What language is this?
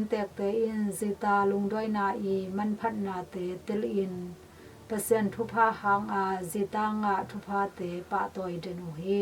Tedim Chin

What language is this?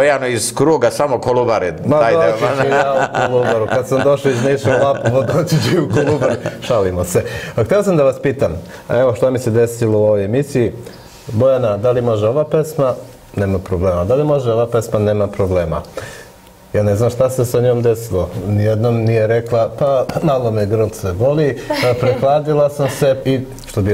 Serbian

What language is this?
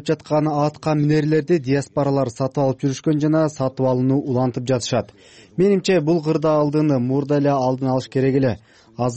Kyrgyz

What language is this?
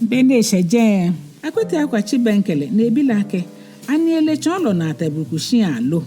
Ga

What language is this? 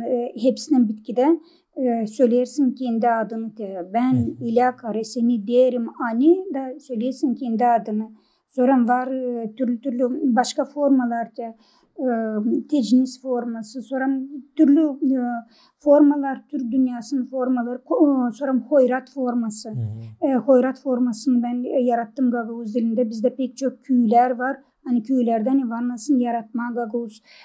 Gagauz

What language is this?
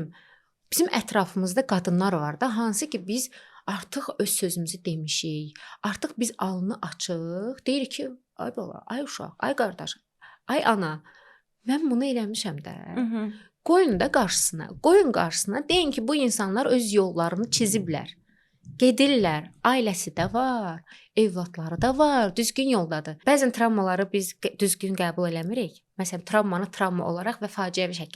Azerbaijani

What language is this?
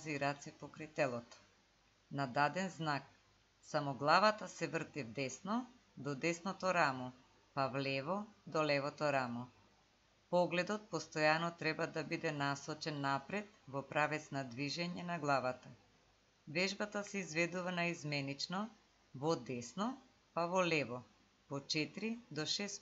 Macedonian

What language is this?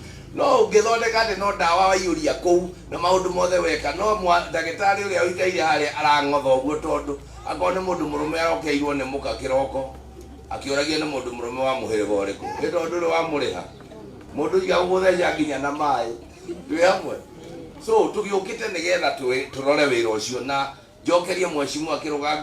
Kikuyu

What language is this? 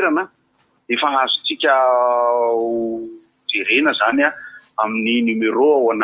Malagasy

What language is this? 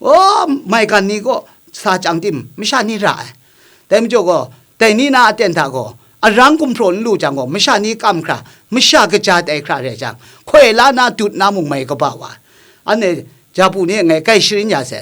Kachin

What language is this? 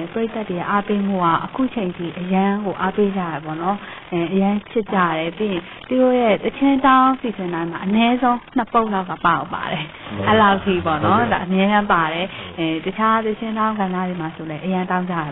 Burmese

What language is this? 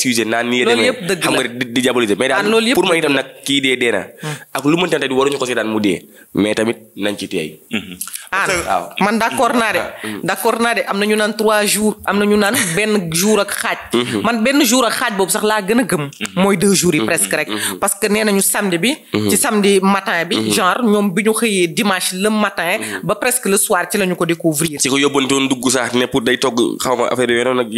Wolof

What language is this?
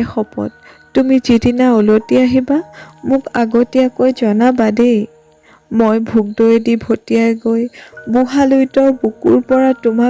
Assamese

